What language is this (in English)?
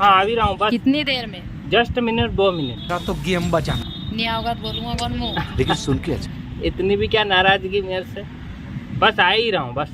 Rajasthani